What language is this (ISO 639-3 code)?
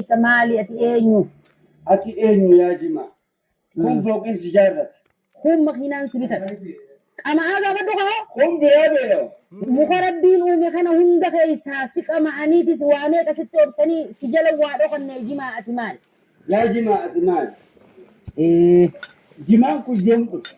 orm